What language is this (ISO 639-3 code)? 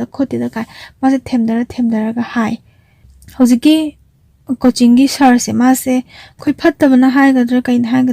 mni